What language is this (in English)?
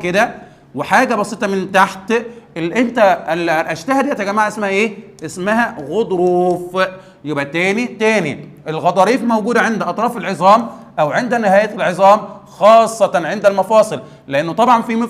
Egyptian Arabic